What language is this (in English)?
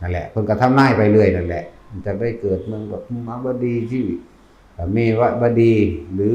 Northeastern Thai